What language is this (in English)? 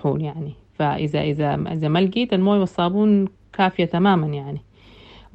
Sudanese Arabic